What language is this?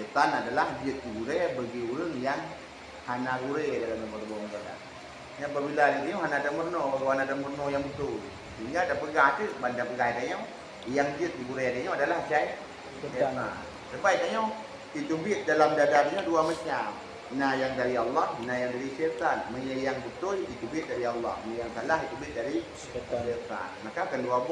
Achinese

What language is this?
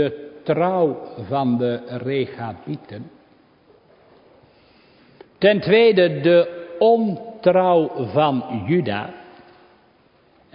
Dutch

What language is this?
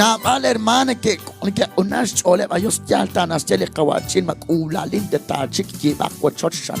Kekchí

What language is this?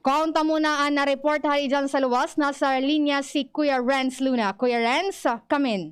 Bikol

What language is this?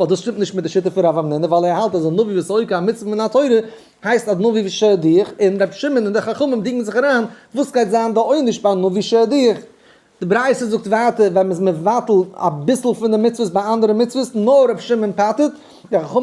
Yiddish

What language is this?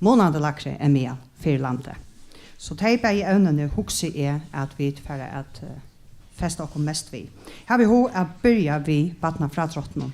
Faroese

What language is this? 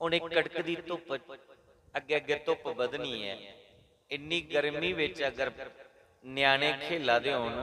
Dogri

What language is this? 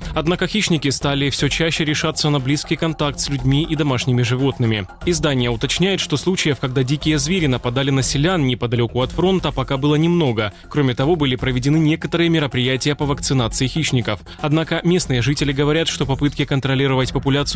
Russian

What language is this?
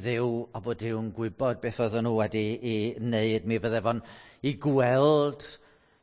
Welsh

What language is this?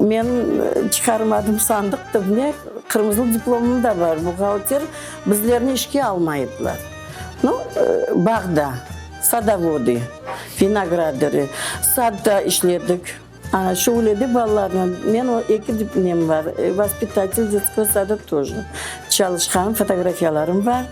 Crimean Tatar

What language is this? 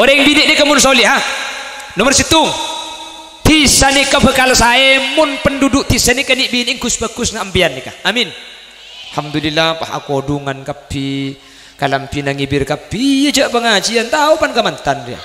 Madurese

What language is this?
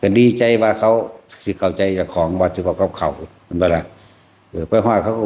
Northeastern Thai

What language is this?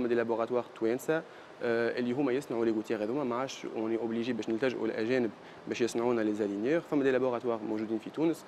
Tunisian Arabic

